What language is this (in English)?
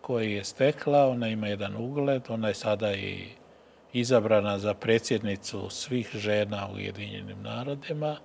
Croatian